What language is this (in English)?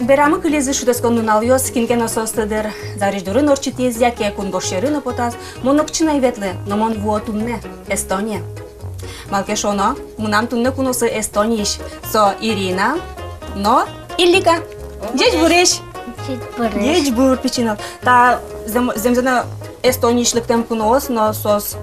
Udmurt